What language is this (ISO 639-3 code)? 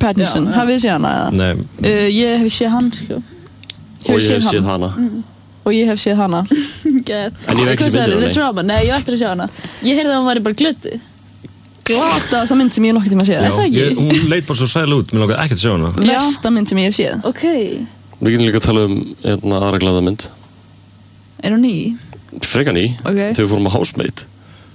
isl